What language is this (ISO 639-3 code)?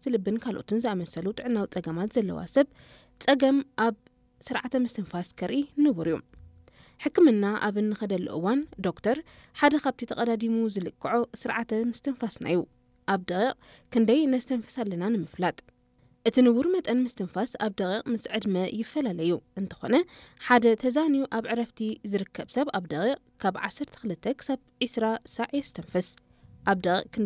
tir